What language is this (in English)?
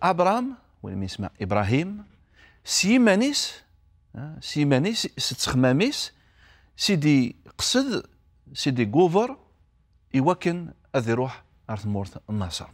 Kabyle